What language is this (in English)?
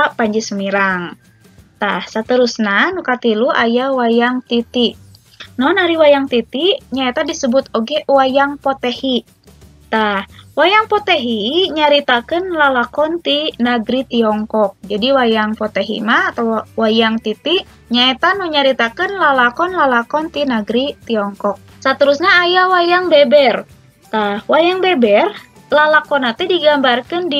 Sundanese